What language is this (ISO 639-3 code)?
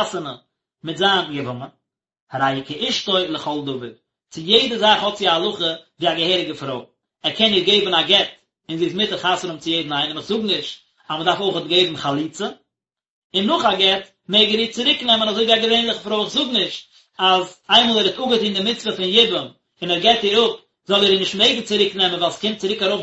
yid